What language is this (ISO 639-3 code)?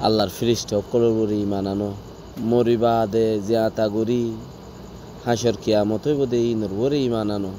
rhg